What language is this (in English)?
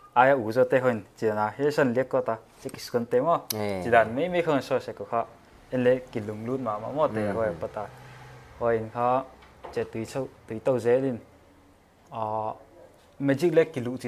Paite Chin